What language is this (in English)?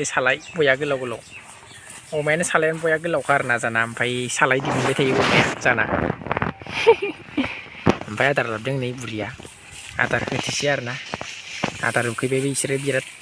Bodo